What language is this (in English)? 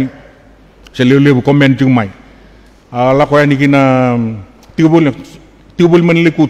Fijian